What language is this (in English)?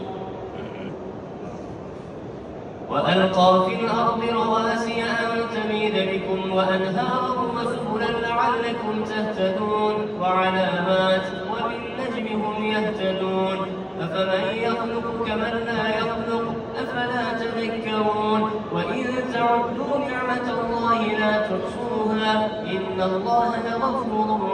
Arabic